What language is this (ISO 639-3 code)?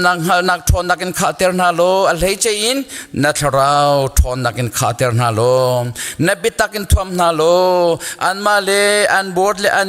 cnh